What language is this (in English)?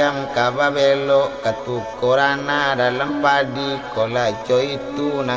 Minangkabau